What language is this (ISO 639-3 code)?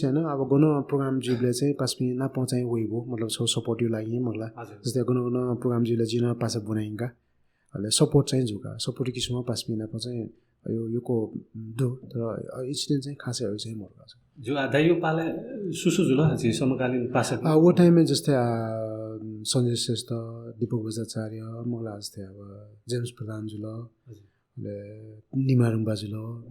new